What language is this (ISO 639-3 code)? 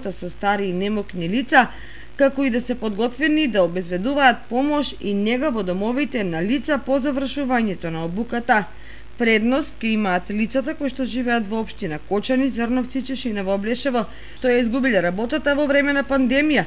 mkd